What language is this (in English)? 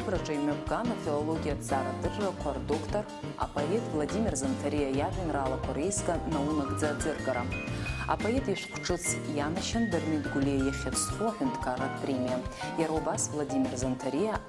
Abkhazian